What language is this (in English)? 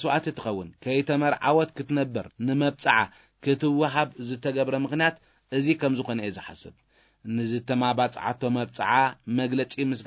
Tigrinya